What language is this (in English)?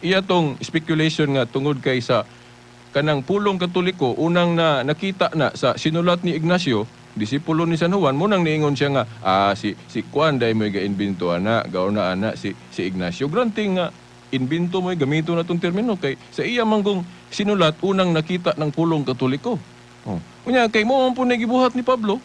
Cebuano